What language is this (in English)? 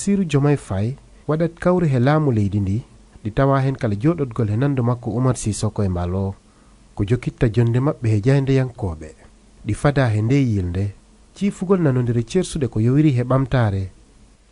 Fula